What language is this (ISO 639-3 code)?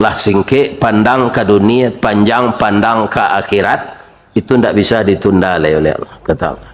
min